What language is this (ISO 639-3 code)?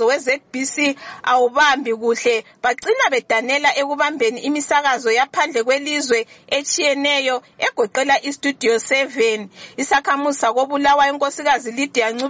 nde